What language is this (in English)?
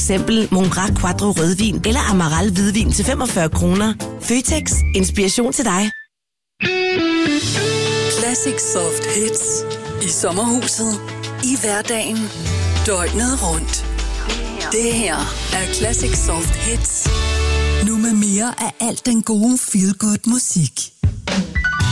Danish